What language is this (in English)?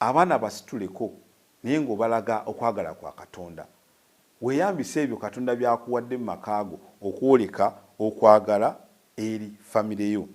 Ganda